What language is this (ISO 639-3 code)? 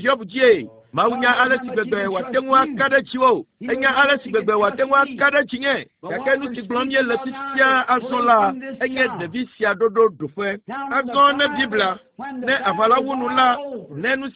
ewe